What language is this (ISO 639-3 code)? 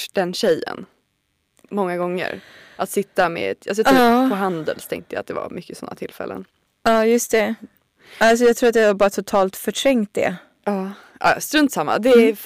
swe